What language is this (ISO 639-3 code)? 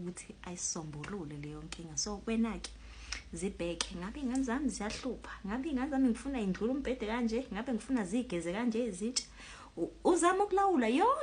zul